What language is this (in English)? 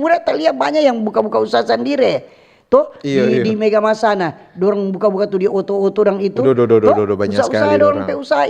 Manado Malay